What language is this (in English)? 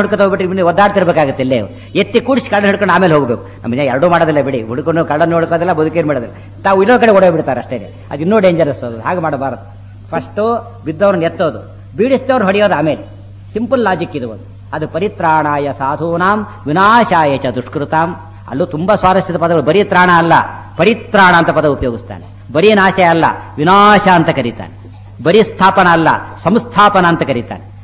Kannada